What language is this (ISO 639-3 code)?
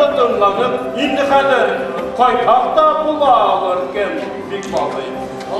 bak